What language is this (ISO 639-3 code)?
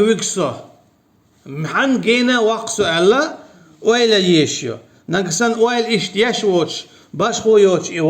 che